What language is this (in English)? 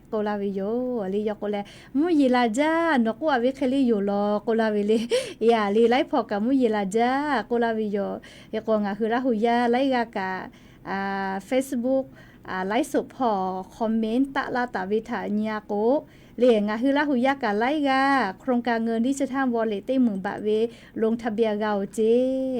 Lahu